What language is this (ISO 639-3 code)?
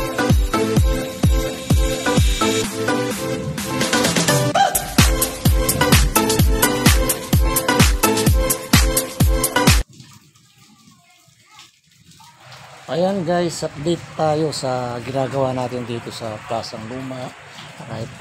fil